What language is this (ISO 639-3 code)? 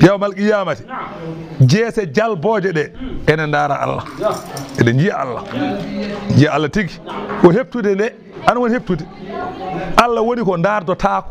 ful